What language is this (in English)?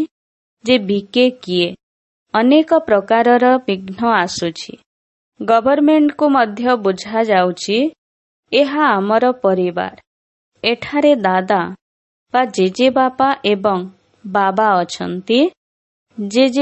Odia